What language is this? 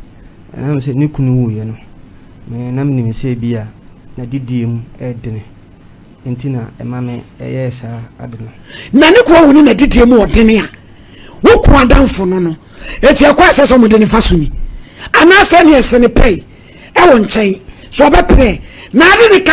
Akan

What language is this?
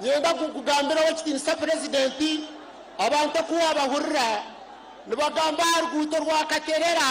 Nyankole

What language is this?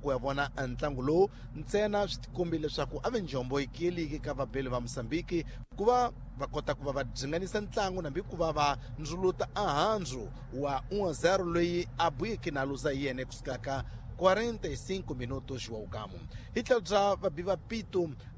Tsonga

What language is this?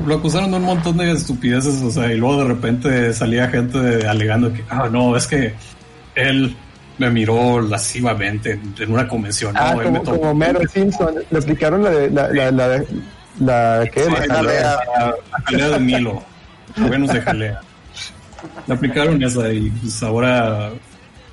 Spanish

